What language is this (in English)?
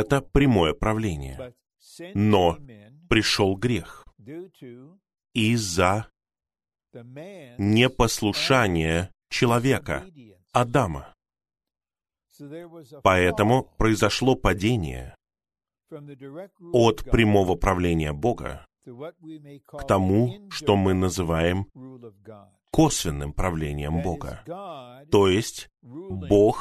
Russian